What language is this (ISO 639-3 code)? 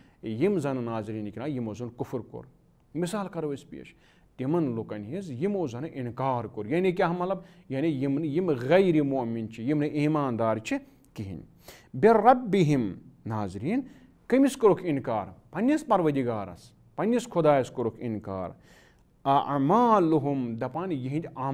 kas